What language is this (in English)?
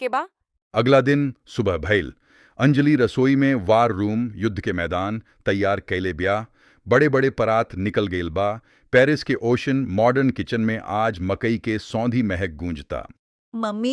Bhojpuri